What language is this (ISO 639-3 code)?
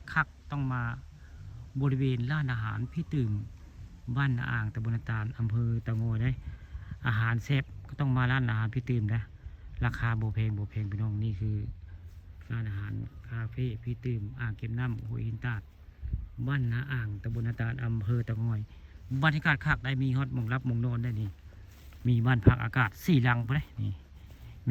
tts